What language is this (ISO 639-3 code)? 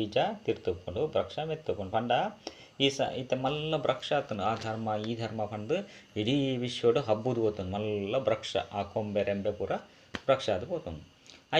tcy